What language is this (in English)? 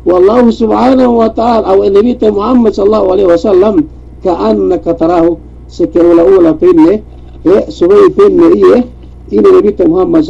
Yakan